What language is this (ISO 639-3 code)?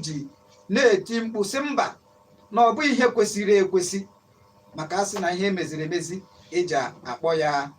ibo